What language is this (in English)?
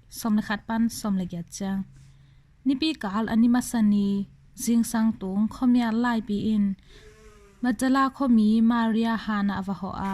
Tedim Chin